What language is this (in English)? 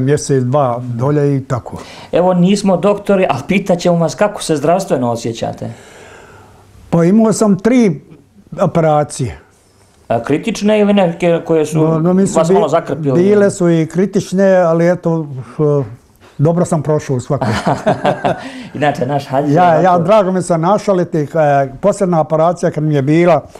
Bosnian